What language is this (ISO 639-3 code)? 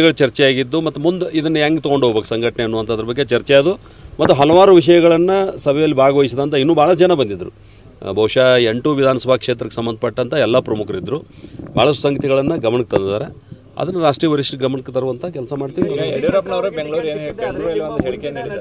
kan